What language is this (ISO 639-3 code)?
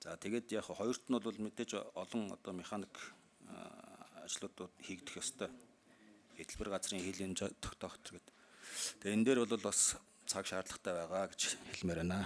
mon